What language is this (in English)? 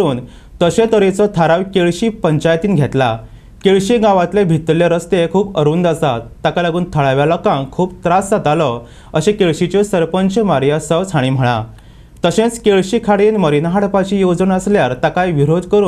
Konkani